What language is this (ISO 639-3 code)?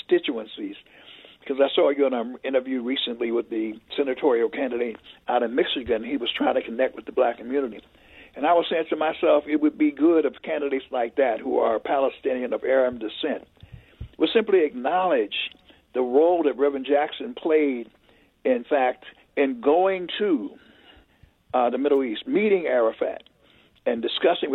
eng